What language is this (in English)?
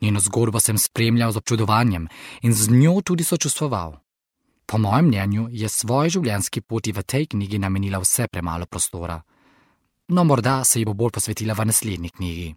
Slovenian